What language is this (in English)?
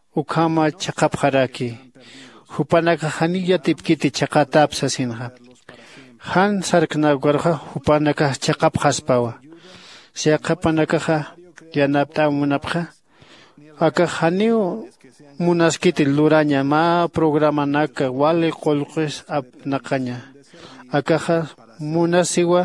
Aymara